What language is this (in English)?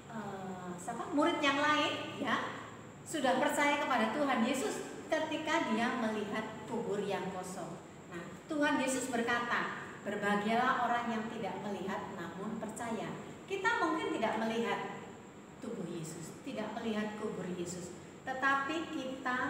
Indonesian